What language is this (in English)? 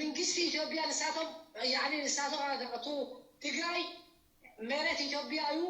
Tigrinya